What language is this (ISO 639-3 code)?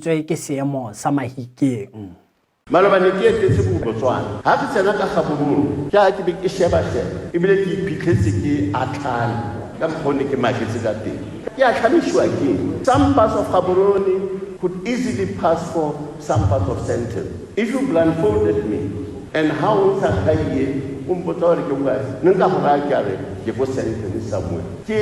tsn